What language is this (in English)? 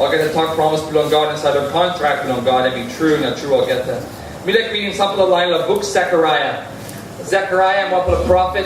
Tok Pisin